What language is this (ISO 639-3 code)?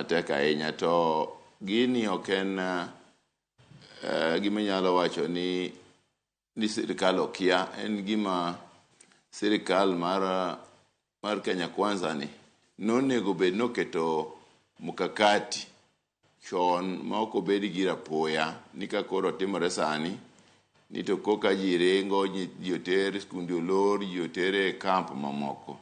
luo